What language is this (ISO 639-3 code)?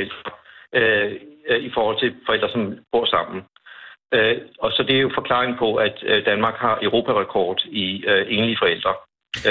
dan